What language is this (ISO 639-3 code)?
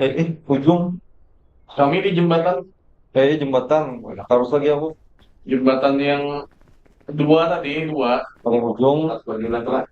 bjn